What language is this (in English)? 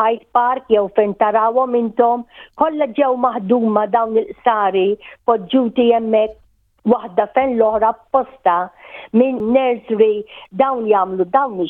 Maltese